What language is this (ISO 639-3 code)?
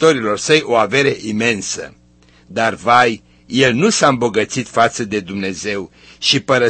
ron